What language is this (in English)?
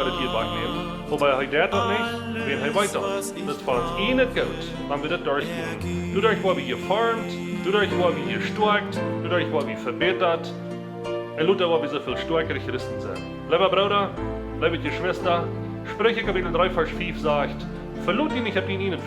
Plautdietsch